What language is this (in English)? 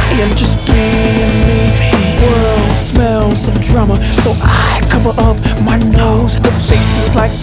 English